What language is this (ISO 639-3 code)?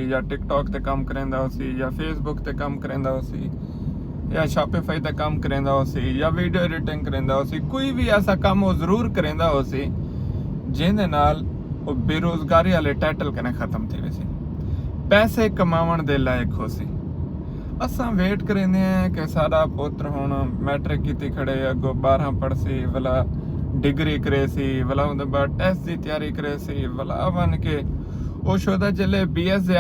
skr